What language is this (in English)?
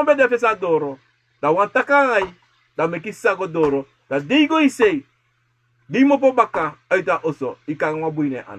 Sranan Tongo